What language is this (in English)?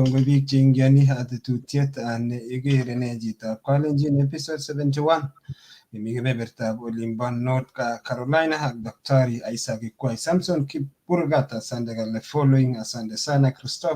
Kalenjin